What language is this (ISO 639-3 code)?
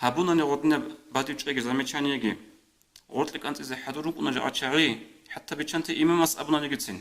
ava